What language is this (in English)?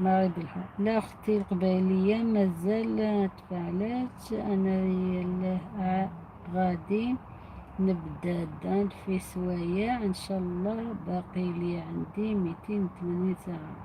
Algerian Arabic